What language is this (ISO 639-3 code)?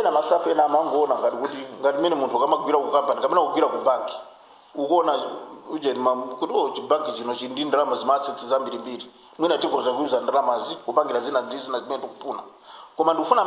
nya